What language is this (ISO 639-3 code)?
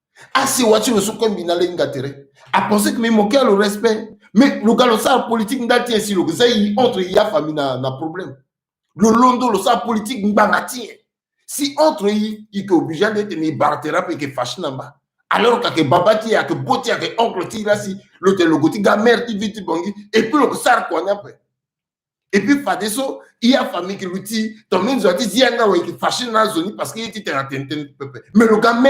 sag